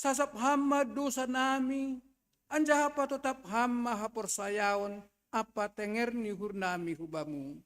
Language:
Batak Simalungun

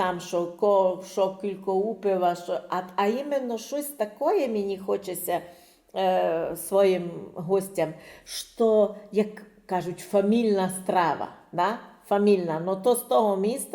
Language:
Rusyn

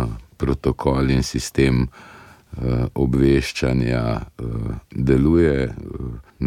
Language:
Slovenian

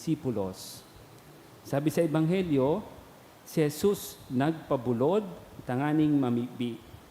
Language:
Bikol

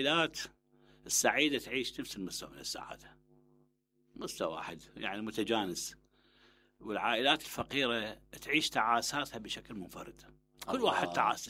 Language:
Mesopotamian Arabic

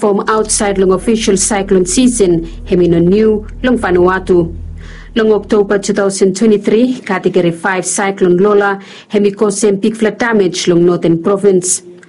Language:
Bislama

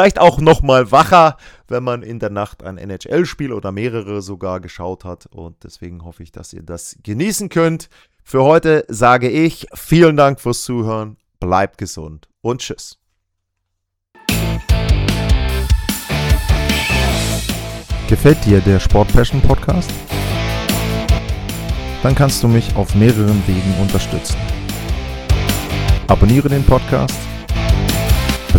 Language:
German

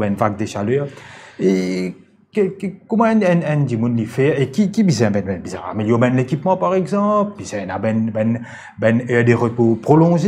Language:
Morisyen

